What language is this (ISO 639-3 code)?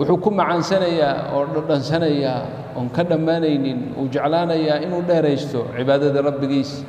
som